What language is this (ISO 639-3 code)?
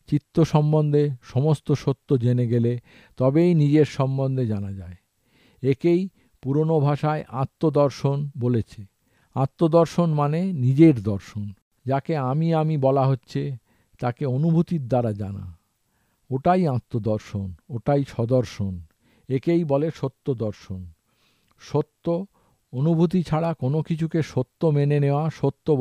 ben